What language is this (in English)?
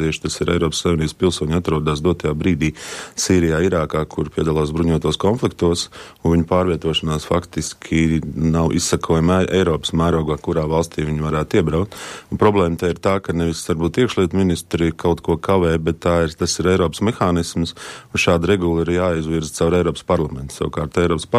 Latvian